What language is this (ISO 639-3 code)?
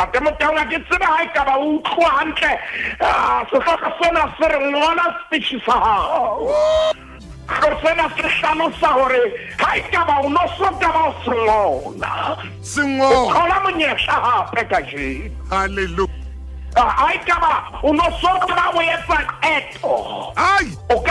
sot